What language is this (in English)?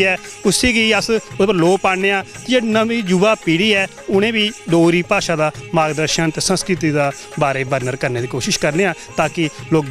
Dogri